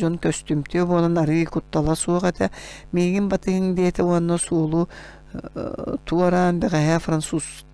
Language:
Yakut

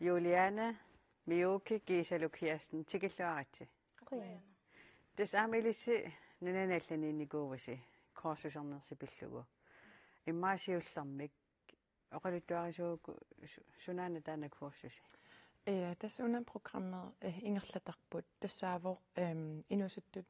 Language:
Kalaallisut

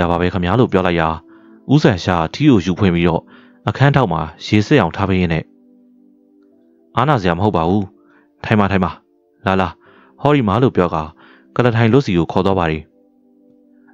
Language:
Burmese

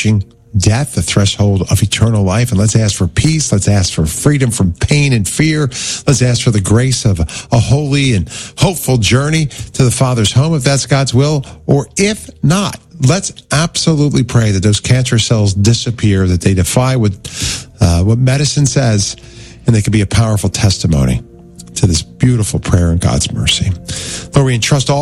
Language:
English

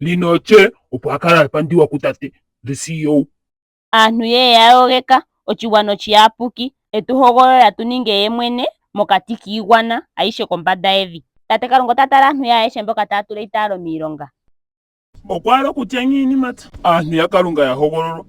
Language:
Ndonga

